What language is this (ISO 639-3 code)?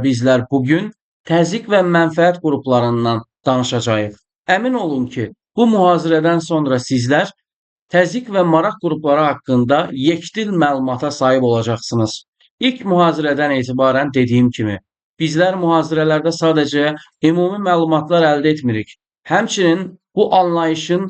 aze